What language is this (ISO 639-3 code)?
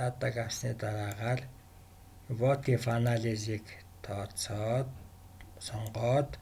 mon